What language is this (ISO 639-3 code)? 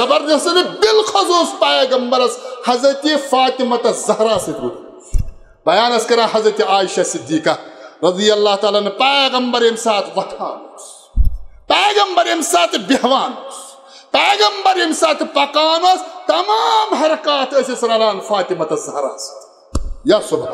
kas